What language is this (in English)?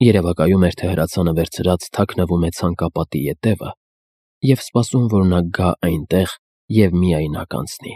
Armenian